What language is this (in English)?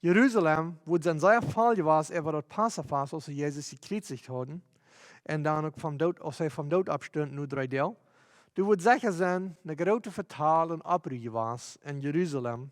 Plautdietsch